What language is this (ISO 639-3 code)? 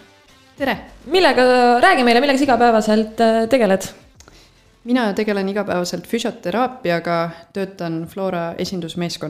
est